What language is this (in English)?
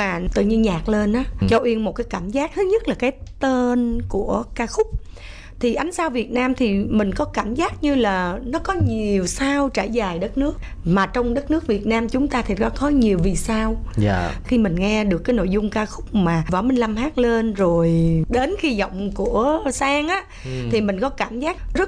Vietnamese